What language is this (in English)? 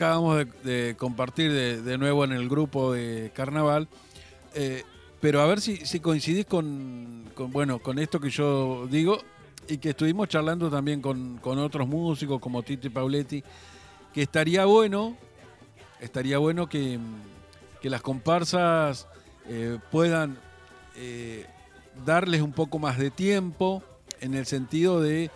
Spanish